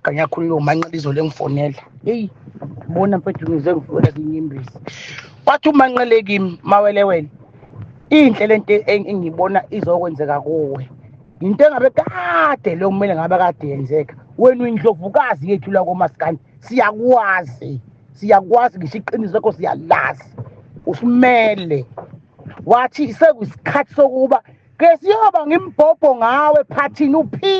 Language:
Zulu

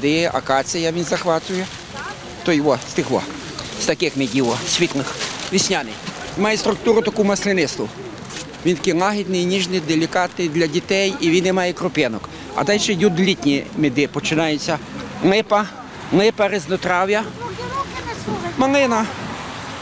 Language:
Ukrainian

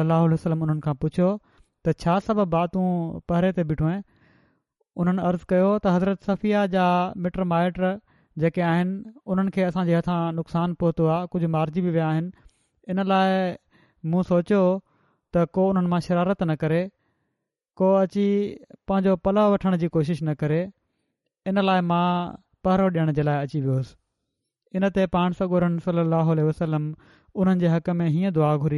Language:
Sindhi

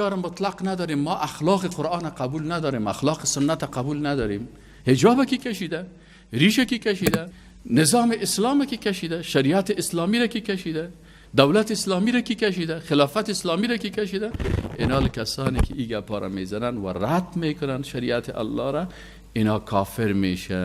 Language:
Persian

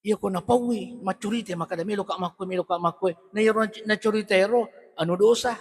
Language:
Buginese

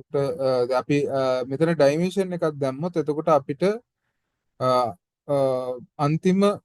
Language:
Sinhala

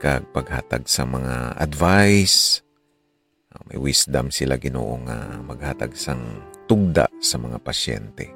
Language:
Hiligaynon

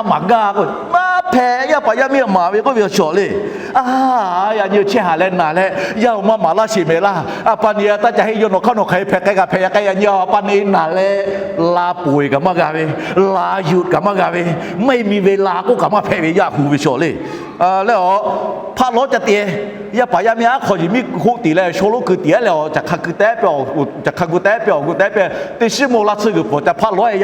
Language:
Lahu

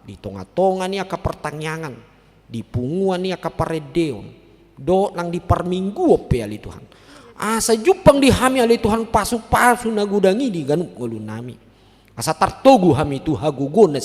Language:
Batak Toba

